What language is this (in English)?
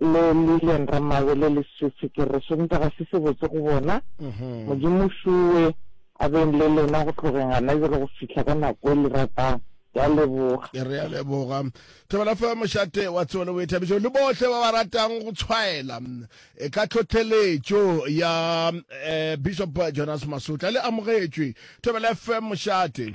Northern Sotho